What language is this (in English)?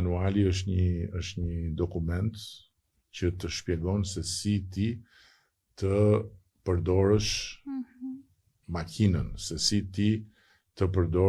Albanian